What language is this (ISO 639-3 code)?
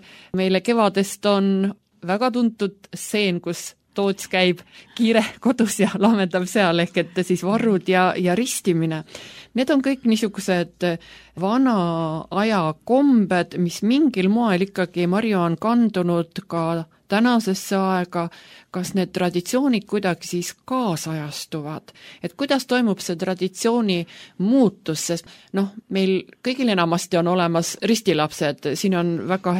est